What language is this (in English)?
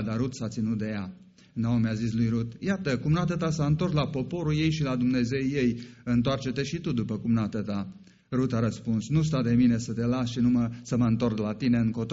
Romanian